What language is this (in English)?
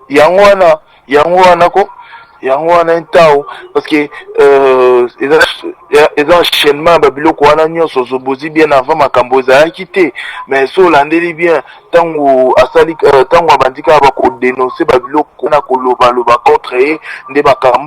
Lingala